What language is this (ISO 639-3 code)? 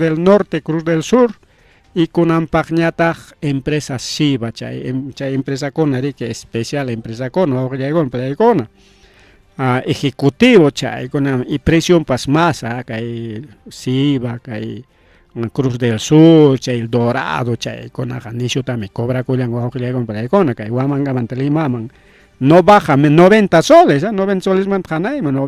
quy